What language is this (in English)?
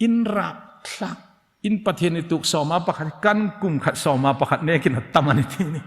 Hmar